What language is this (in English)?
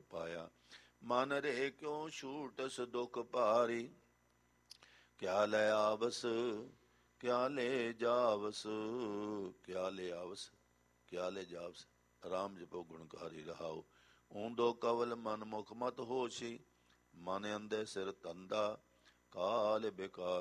Punjabi